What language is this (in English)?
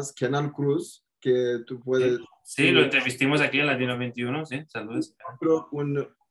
Ladino